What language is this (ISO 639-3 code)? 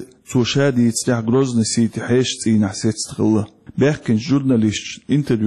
che